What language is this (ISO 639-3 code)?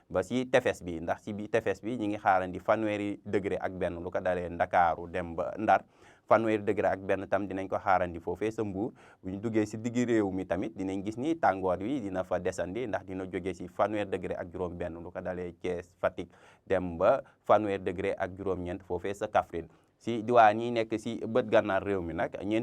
wol